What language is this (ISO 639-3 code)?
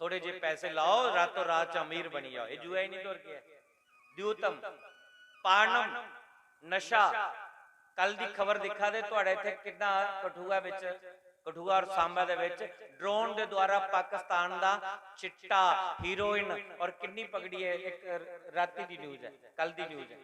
doi